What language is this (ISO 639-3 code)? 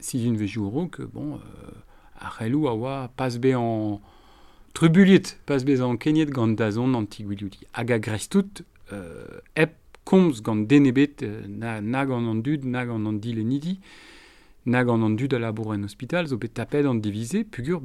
bre